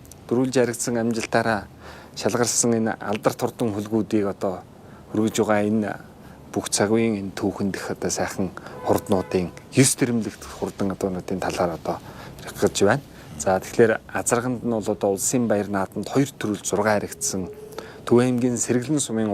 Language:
Mongolian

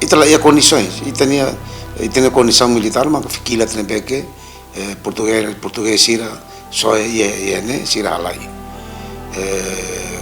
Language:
Tetum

